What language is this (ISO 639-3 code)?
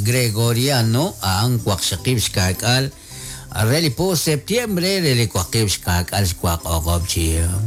kek